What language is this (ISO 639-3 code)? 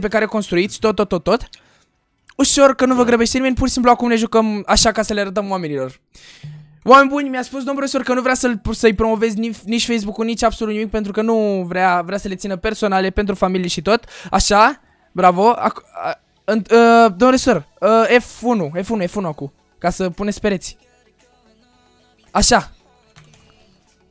ron